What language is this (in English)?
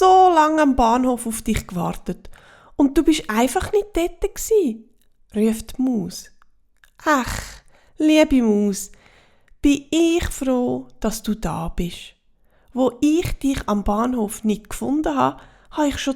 Swiss German